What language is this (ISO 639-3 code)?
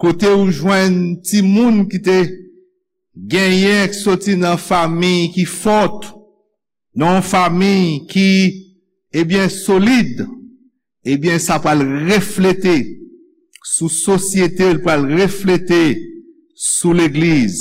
hat